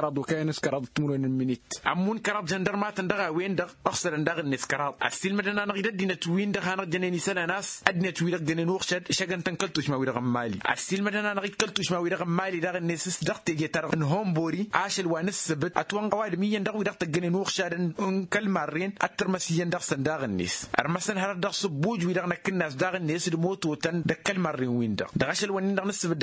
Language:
Tamasheq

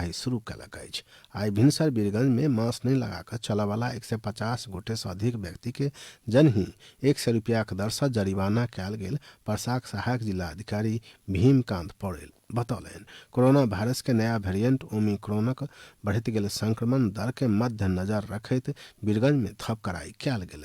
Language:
Maithili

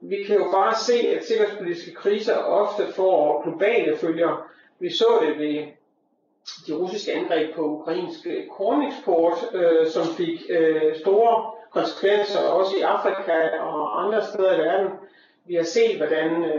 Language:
Danish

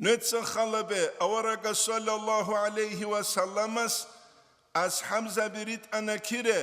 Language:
Avaric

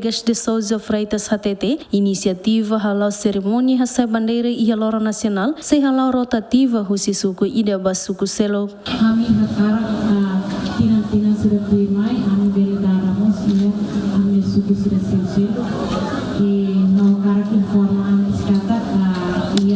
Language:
Tetum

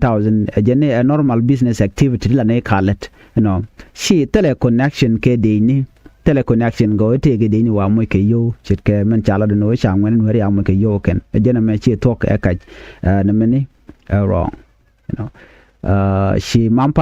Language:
Nuer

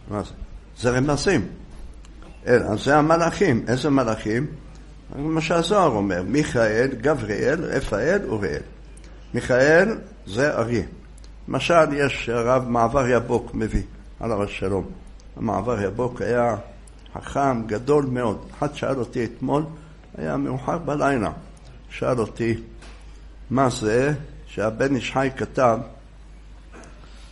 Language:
Hebrew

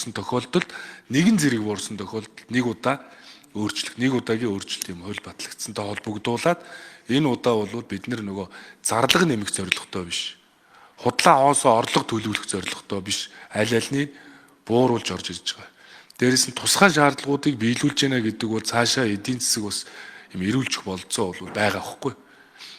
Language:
Mongolian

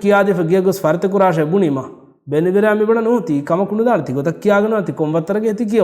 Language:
Divehi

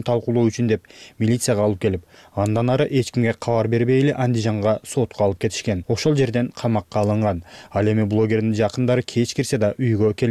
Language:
Kyrgyz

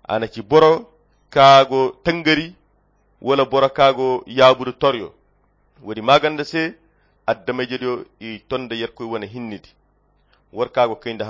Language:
Koyra Chiini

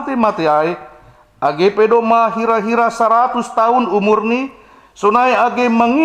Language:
Batak Simalungun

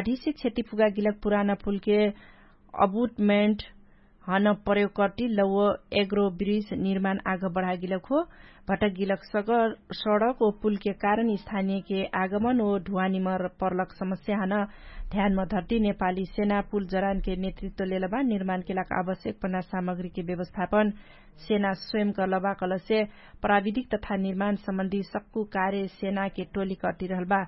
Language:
Dangaura Tharu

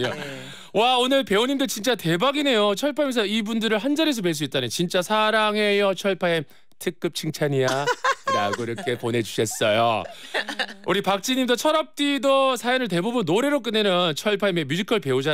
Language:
Korean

